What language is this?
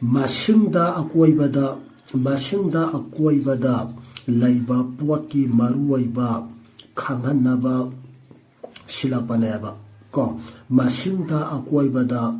Manipuri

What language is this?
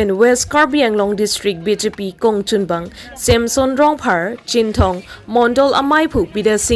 Karbi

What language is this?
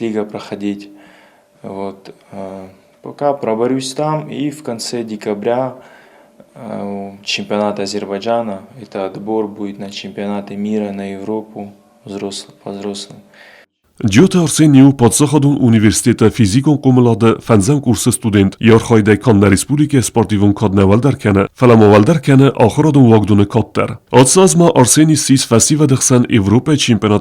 Ossetic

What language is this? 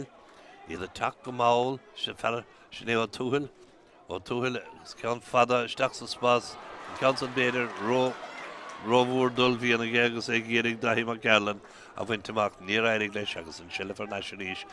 Irish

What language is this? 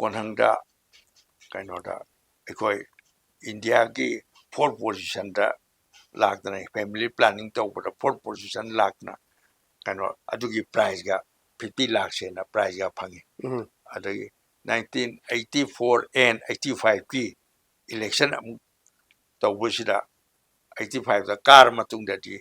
Manipuri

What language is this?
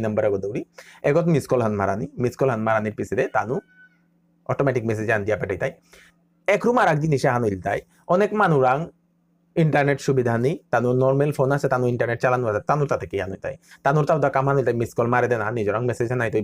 Bishnupriya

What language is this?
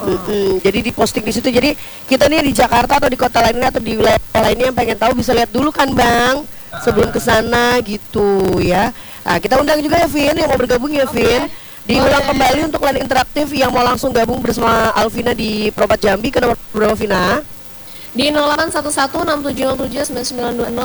Indonesian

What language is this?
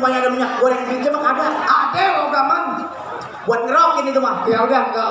Betawi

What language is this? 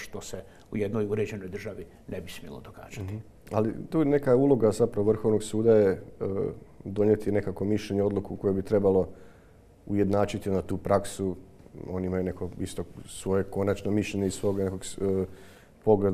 Croatian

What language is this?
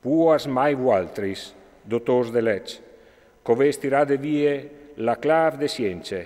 Friulian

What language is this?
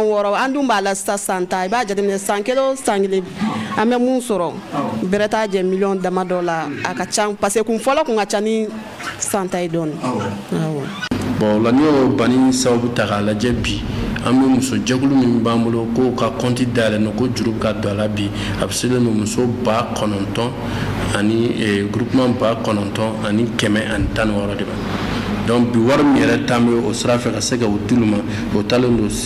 Bambara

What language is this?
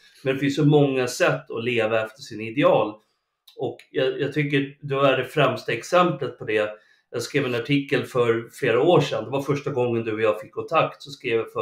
Swedish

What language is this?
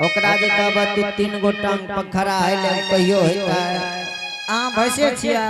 Angika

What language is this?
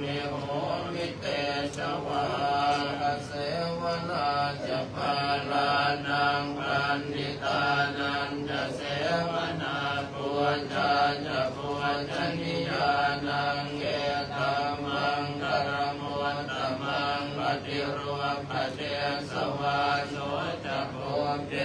Pali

